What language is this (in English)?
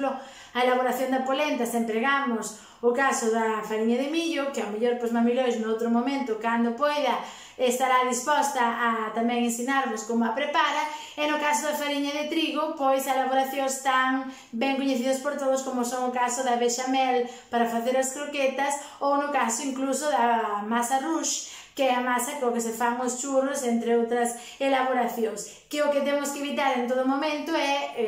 Galician